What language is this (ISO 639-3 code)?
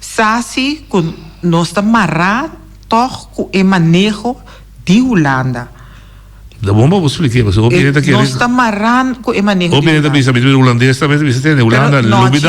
pap